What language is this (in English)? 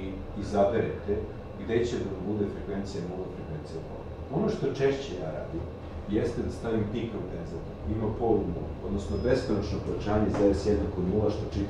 Serbian